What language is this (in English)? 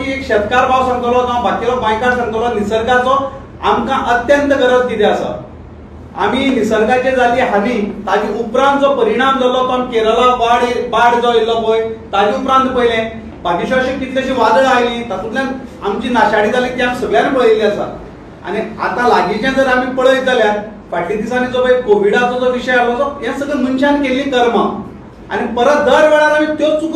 Konkani